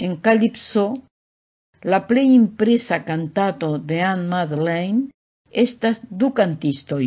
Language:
Esperanto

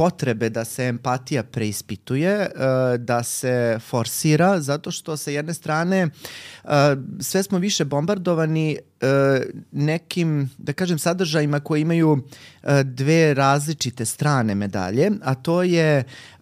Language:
Serbian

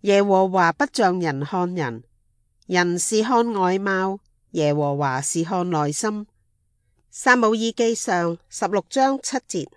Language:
Cantonese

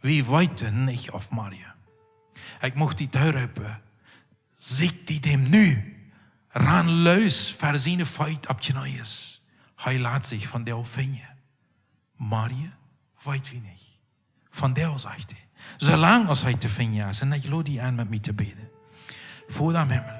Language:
Plautdietsch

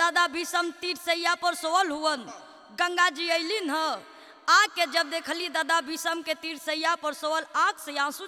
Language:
Bhojpuri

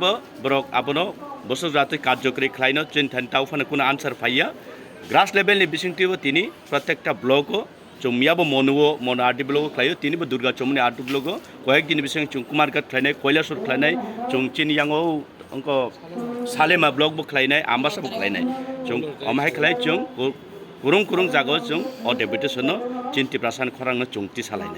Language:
Kok Borok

